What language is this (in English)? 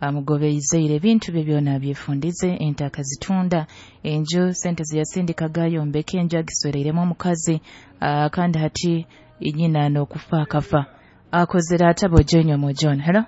Nyoro